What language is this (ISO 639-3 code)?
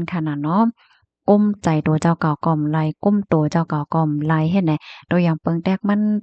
shn